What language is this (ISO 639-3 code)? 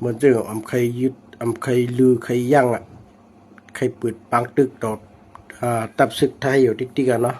shn